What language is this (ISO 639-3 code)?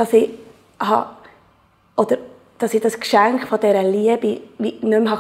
gsw